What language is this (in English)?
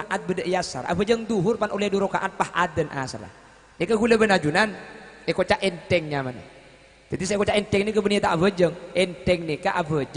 Madurese